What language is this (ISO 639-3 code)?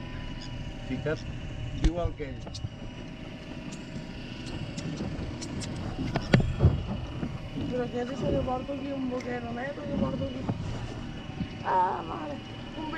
cat